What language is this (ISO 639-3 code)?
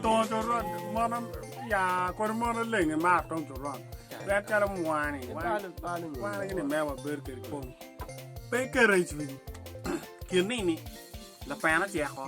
ach